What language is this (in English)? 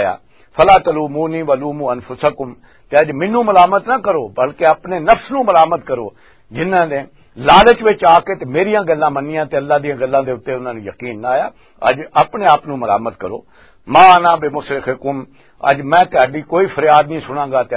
Western Panjabi